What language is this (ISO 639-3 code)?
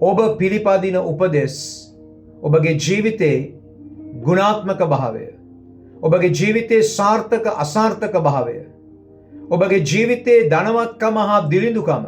sin